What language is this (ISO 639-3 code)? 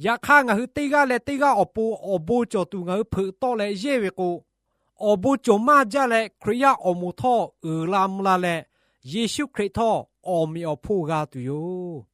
lhu